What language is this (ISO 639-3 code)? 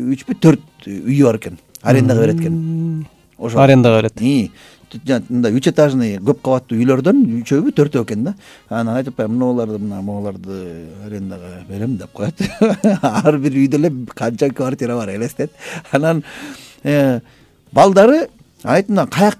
kir